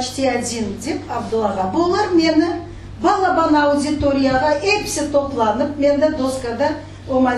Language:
Crimean Tatar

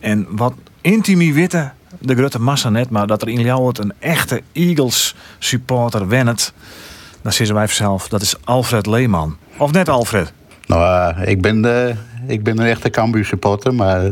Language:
Western Frisian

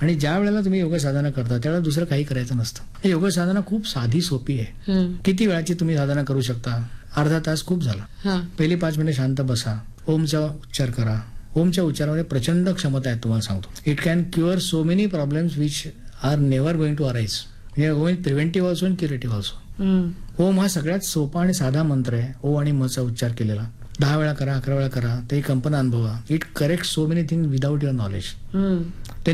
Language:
Marathi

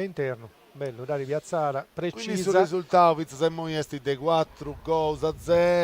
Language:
Sardinian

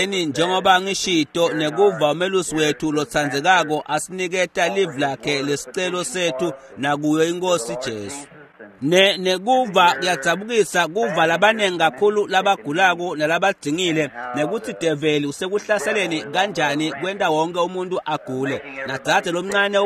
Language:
Swati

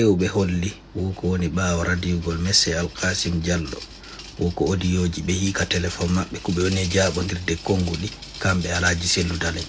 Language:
Fula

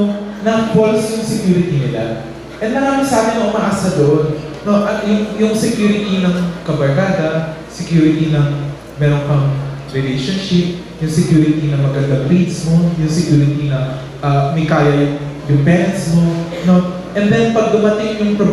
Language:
Filipino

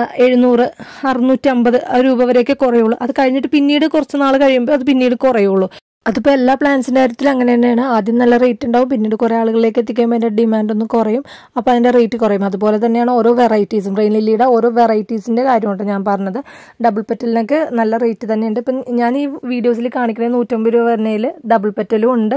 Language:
Malayalam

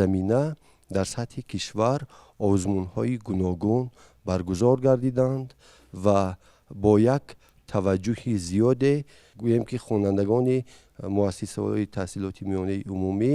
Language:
Tajik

